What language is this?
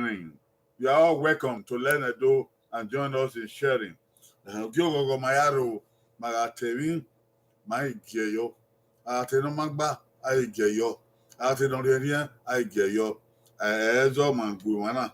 Bini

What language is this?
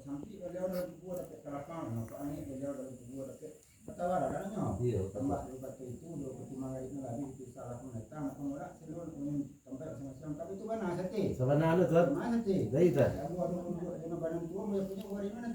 Minangkabau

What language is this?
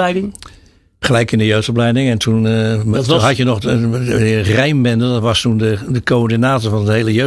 Dutch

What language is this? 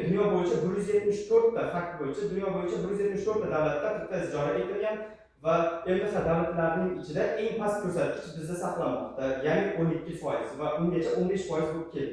Uzbek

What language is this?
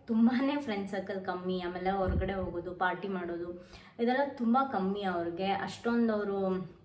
Kannada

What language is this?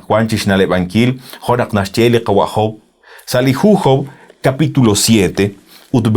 Kekchí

